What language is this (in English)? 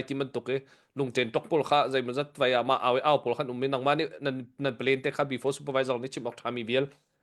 Hakha Chin